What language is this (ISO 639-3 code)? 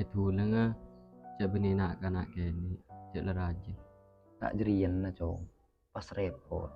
mad